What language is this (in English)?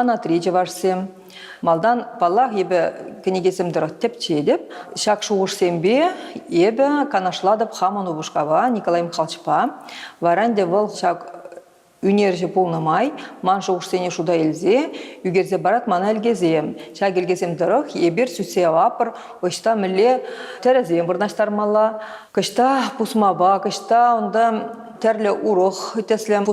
Chuvash